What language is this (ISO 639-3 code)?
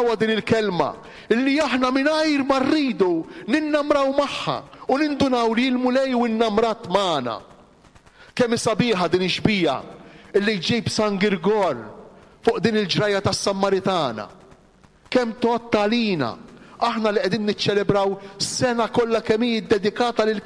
mlt